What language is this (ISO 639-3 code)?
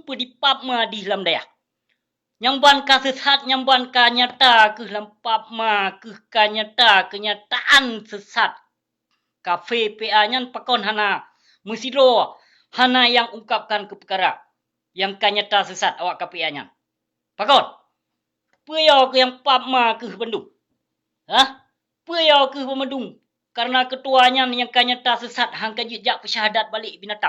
ace